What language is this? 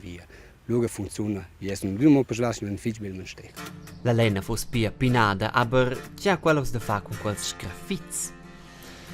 Romansh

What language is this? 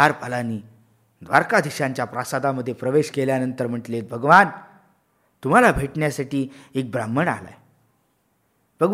Marathi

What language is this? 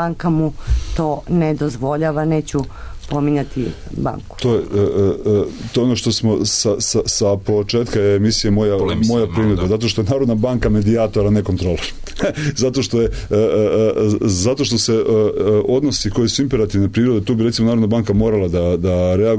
Serbian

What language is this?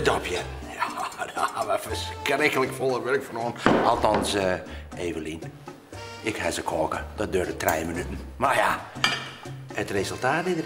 Western Frisian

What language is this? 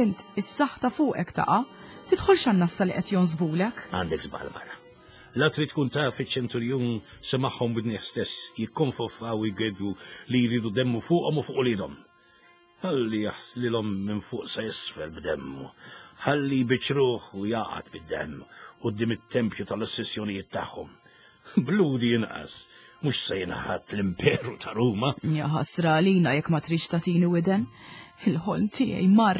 Maltese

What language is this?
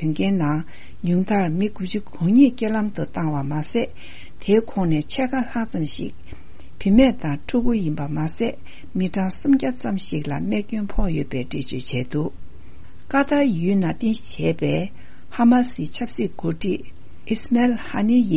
Tibetan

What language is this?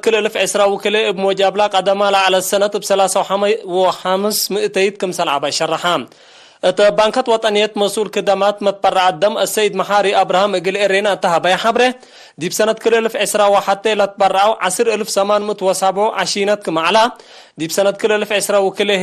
Tigre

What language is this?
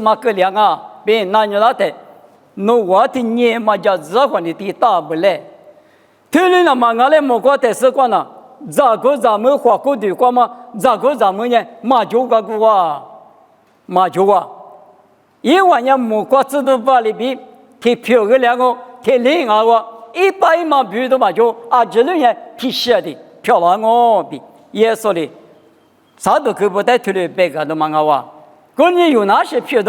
Lisu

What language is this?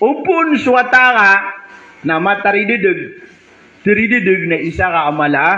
Maranao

